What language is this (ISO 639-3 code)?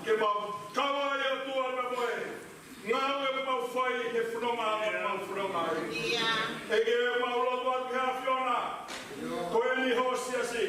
ton